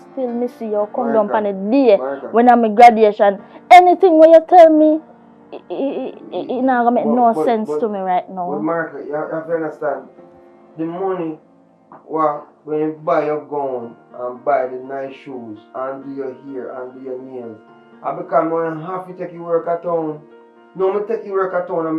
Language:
Jamaican Creole English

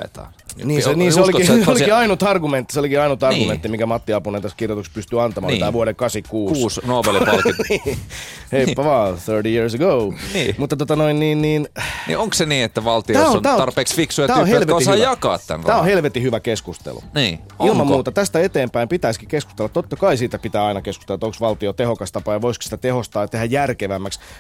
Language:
Finnish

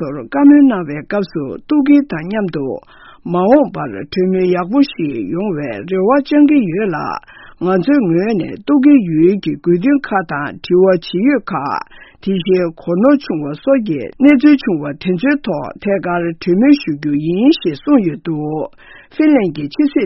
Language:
Tibetan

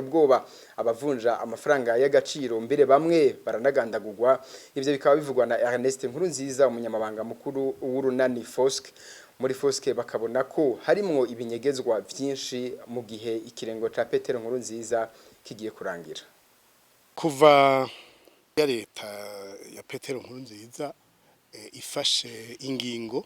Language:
Rundi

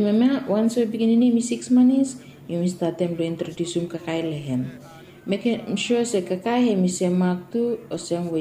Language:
Bislama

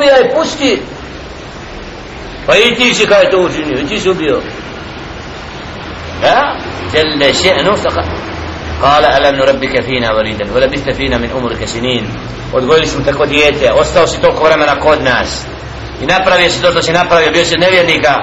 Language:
Bosnian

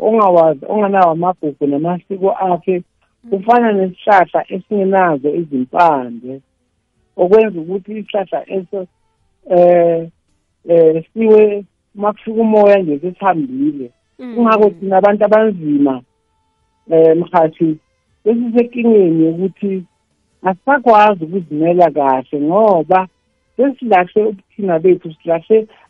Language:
South Ndebele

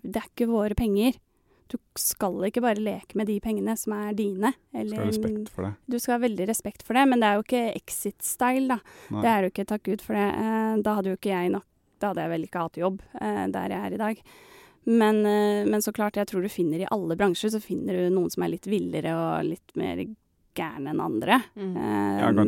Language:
Norwegian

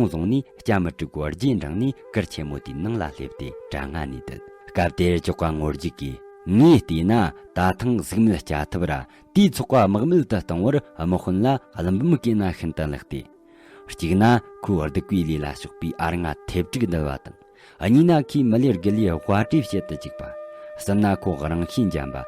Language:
Tibetan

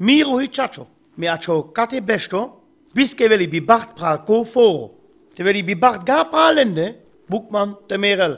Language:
Sinte Romani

